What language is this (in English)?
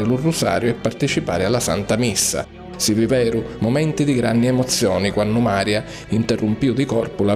Sicilian